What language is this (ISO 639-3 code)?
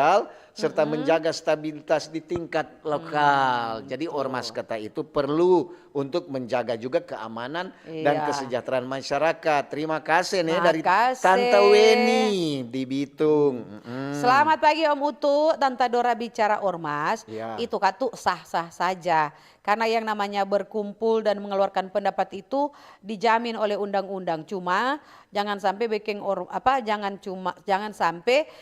xmm